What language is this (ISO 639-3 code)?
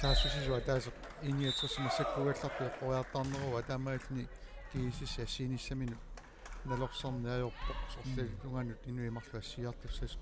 kal